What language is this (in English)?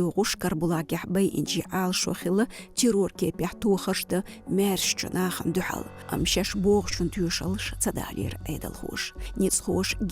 Chechen